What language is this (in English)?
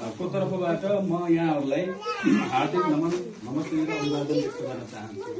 Nepali